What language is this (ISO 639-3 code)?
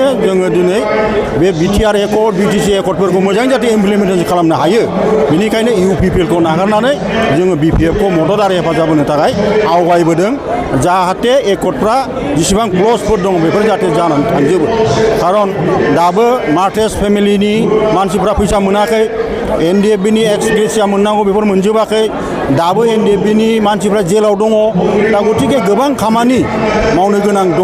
brx